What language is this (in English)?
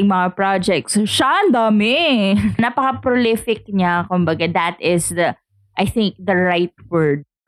Filipino